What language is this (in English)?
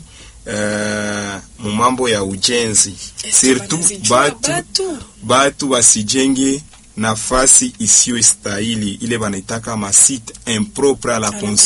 Swahili